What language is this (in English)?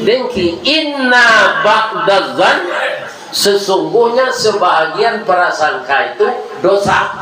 Minangkabau